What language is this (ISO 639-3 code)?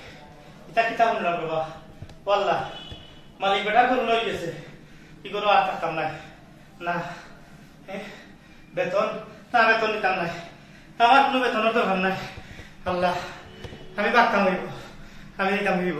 syl